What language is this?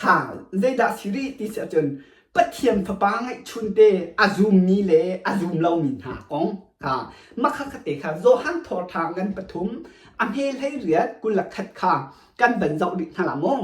Hakha Chin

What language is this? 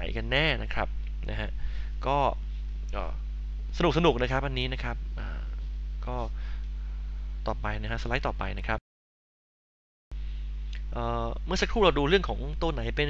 Thai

